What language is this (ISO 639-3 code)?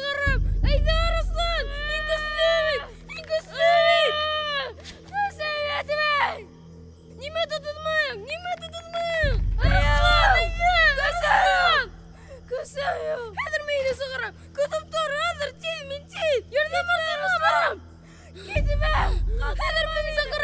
bak